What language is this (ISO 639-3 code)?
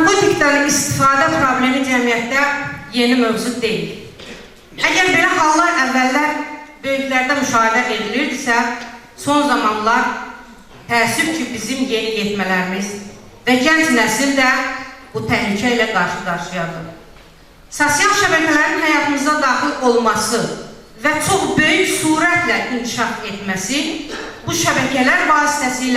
aze